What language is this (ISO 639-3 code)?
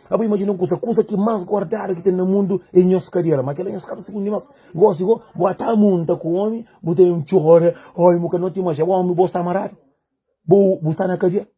kea